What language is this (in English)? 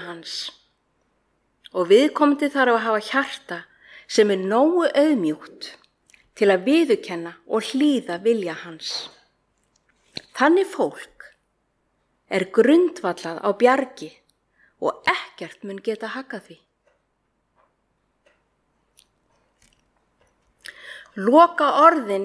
Icelandic